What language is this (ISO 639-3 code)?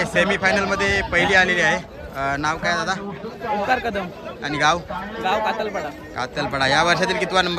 mar